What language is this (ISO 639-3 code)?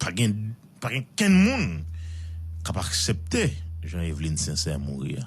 hat